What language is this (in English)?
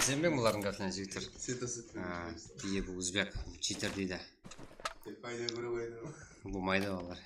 Kara-Kalpak